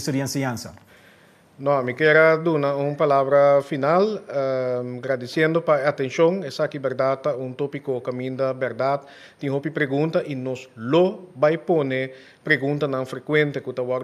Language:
Papiamento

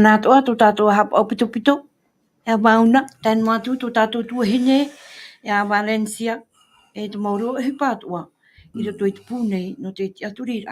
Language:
Tahitian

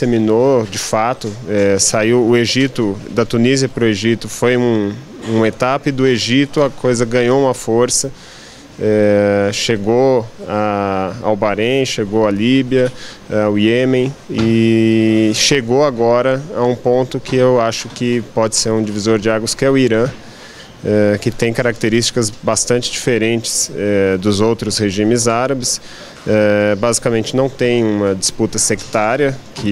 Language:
Portuguese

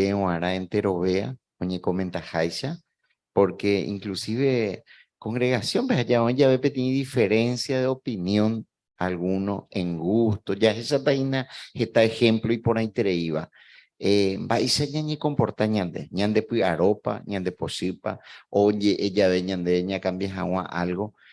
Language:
Guarani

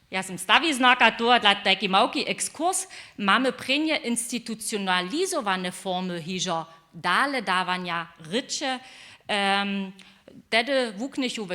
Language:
Upper Sorbian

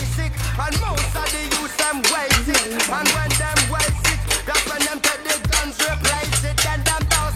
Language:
Jamaican Creole English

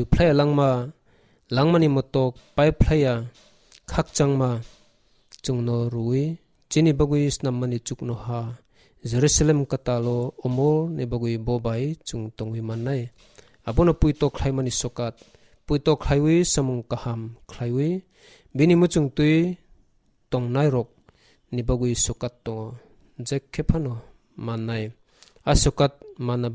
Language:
Kok Borok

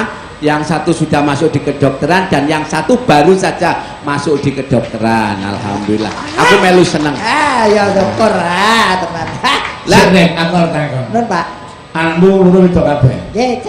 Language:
Javanese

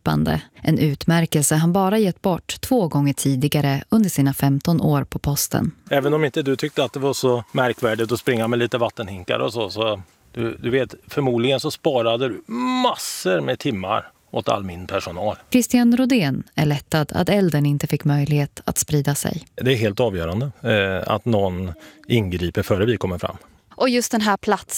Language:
Swedish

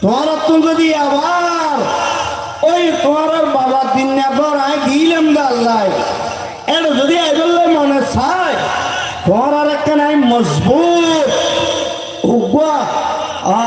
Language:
Rohingya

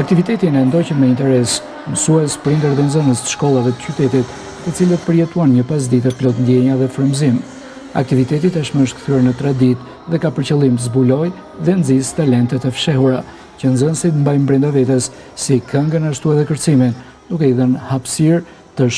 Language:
Albanian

